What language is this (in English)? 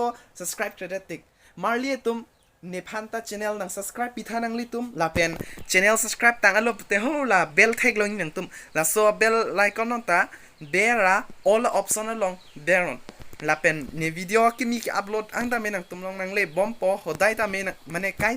Karbi